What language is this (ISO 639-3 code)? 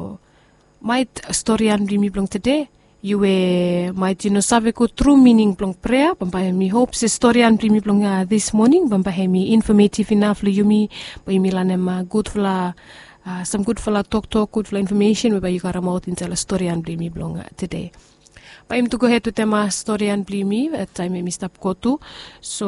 bis